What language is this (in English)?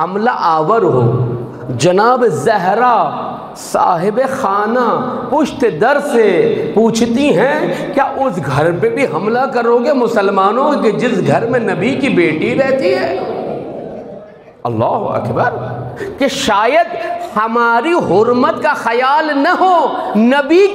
Urdu